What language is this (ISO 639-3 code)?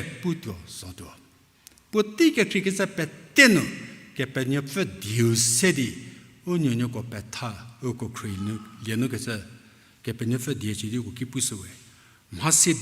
njm